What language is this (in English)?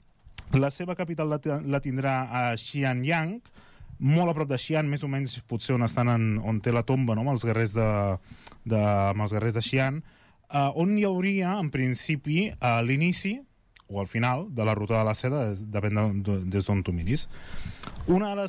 Catalan